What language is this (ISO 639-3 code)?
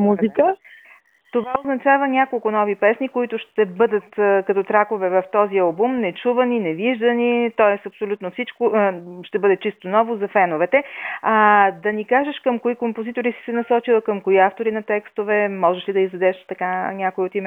bul